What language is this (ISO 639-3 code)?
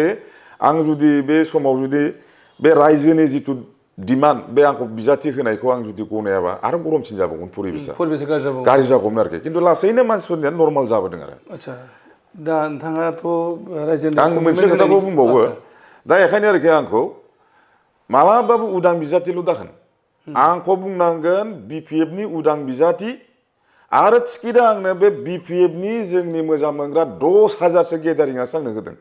brx